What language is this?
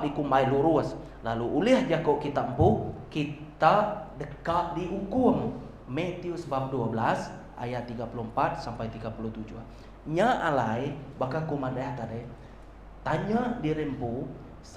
Iban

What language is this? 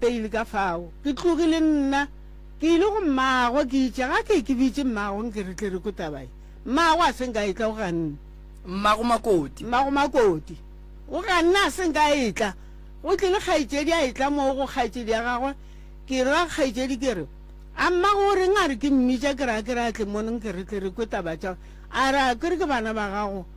Northern Sotho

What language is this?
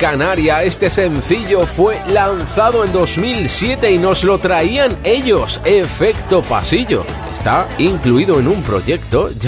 Spanish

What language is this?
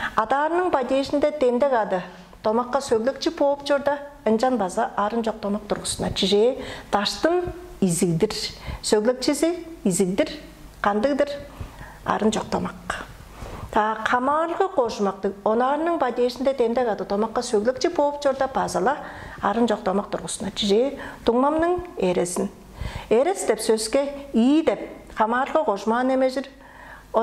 Tuvinian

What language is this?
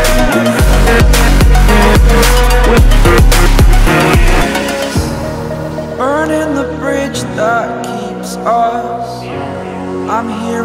English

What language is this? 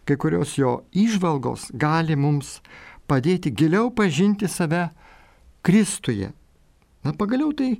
Lithuanian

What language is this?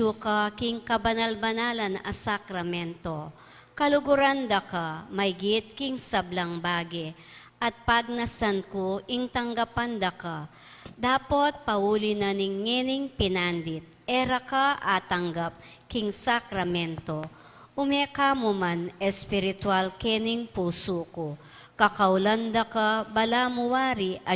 Pampanga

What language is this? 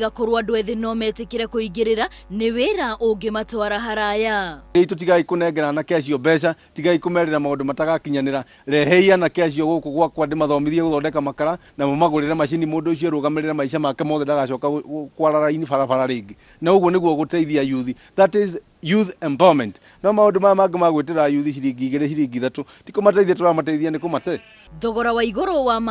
Kikuyu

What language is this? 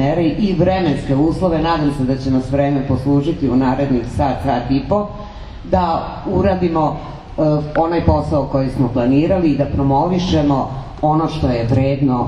Serbian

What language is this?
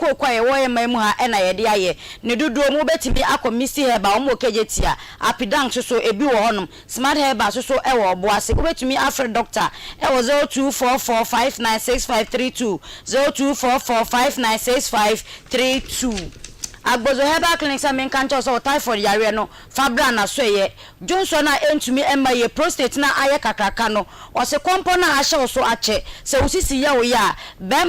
Akan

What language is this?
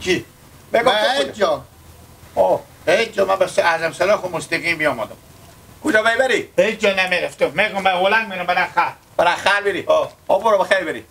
Hazaragi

